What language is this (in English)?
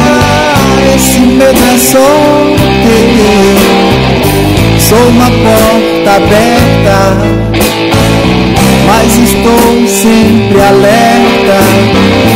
Portuguese